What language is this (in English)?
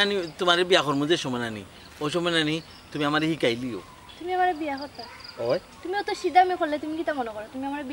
Sylheti